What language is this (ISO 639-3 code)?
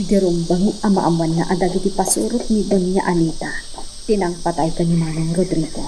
ilo